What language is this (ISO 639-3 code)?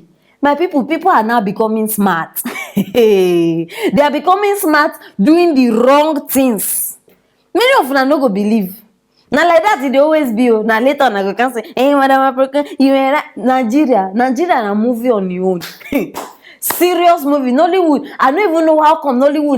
pcm